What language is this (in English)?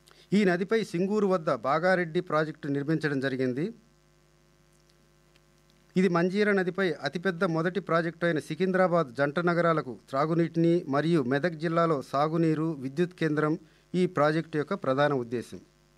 Telugu